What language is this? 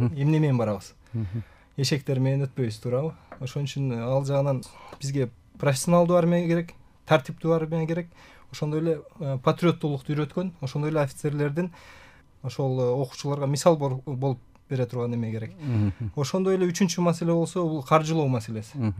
Kyrgyz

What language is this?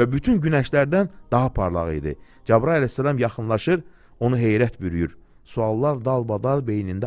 Azerbaijani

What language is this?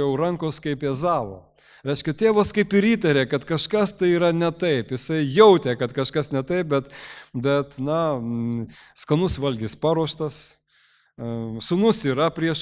Lithuanian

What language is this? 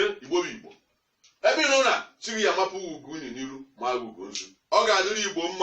Igbo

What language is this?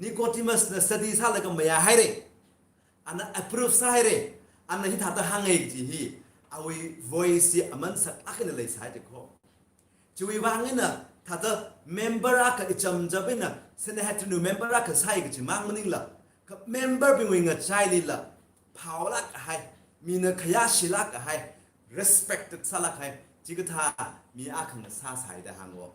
Tangkhul Naga (India)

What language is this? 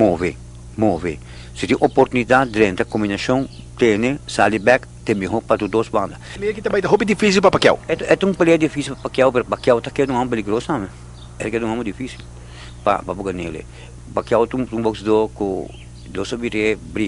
Papiamento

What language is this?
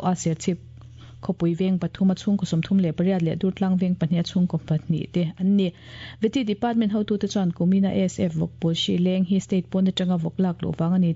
Mizo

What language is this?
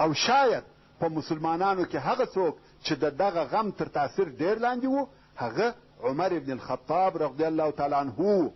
Pashto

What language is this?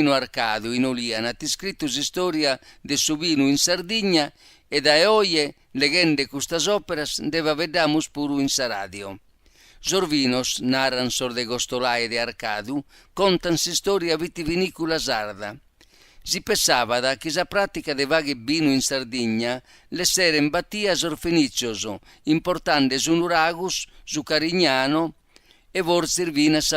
Sardinian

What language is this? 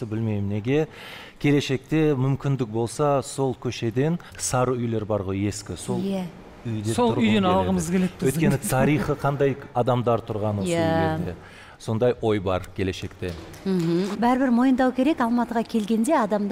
Kazakh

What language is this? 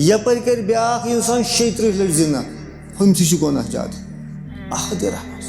Kashmiri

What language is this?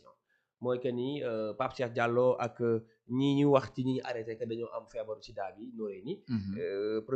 Wolof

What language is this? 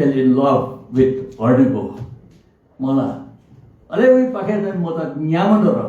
Newari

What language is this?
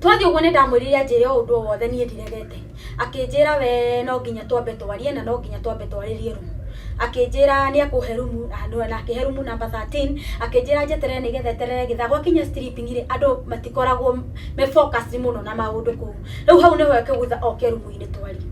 Kikuyu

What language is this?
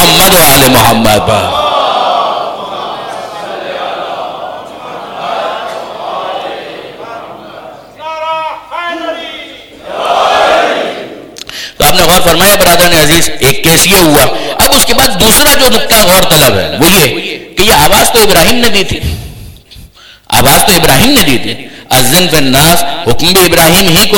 Urdu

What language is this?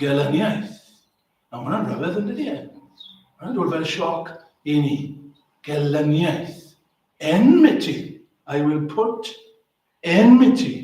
Welsh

